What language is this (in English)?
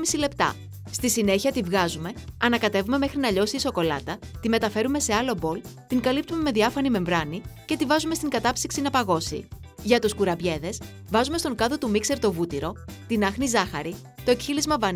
Greek